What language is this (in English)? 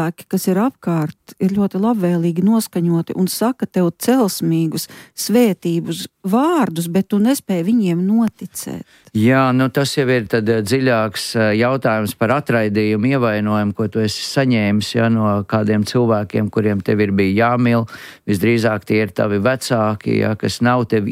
Latvian